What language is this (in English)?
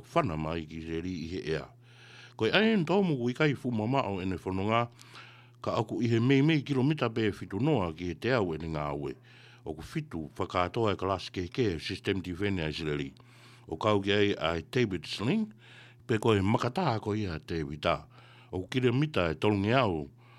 Tongan